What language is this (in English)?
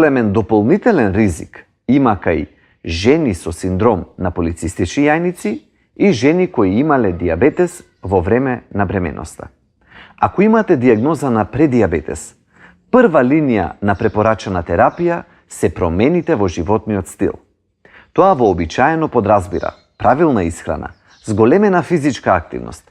Macedonian